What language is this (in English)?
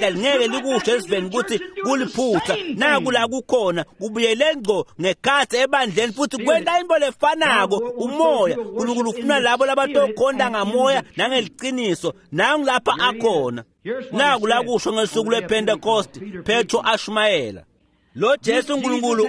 Swati